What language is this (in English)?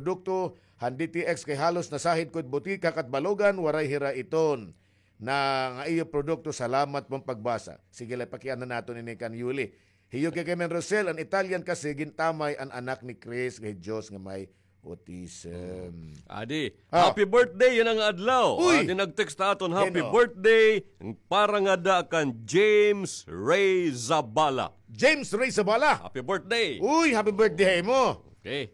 Waray